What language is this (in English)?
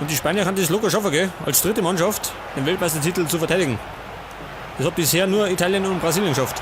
Bavarian